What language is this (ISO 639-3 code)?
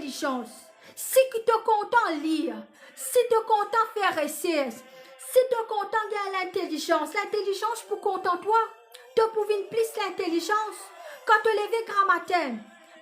mfe